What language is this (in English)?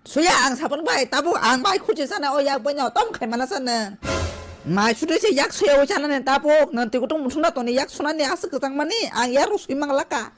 Kok Borok